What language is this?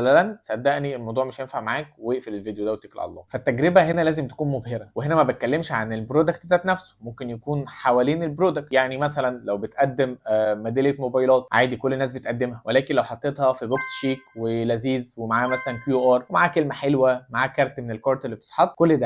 Egyptian Arabic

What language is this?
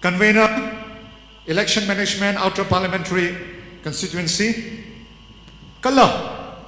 Tangkhul Naga (India)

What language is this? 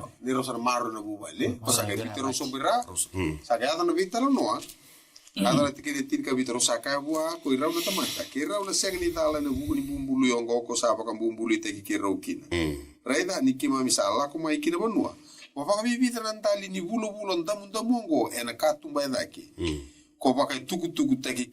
Fijian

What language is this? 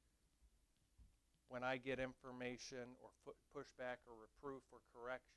English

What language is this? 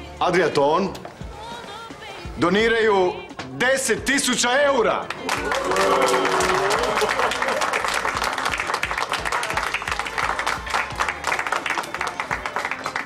Croatian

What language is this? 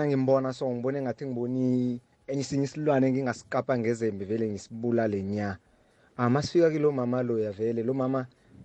South Ndebele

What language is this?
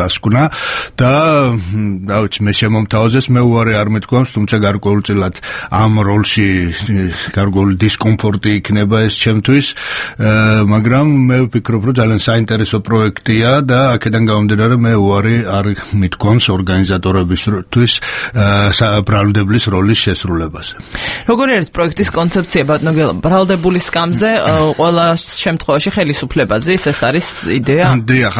Georgian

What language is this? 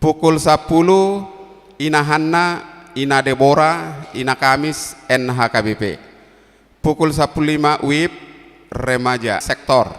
Batak Toba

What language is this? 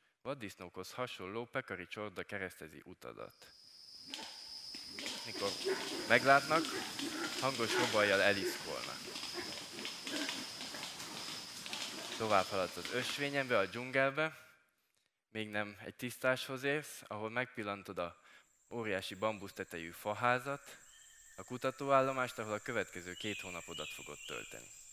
Hungarian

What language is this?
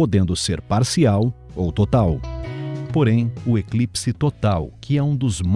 Portuguese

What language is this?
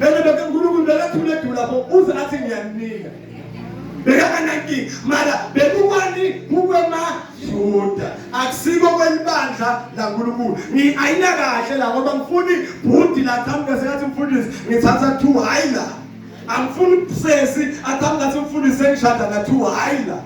Zulu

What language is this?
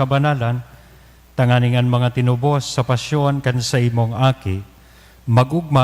Bikol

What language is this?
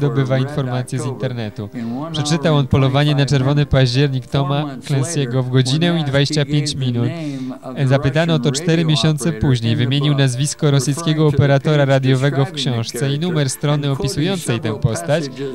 Polish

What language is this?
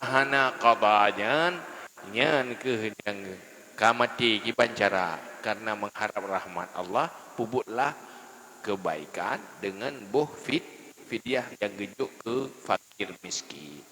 Achinese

